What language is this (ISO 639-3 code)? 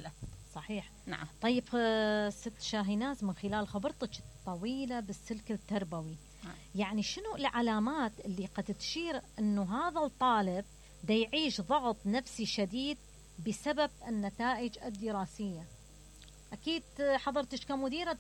acm